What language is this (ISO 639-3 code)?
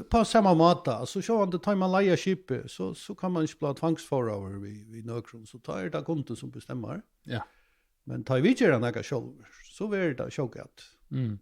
fao